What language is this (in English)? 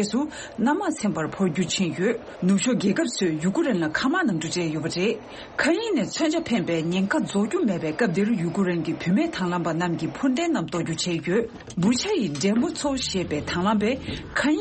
Tibetan